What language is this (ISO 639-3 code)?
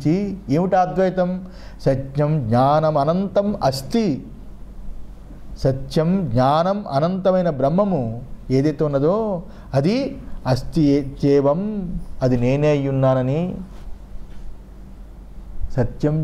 tel